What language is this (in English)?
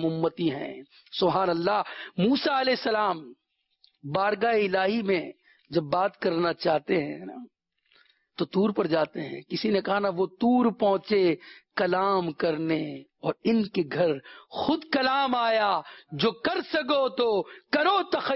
Urdu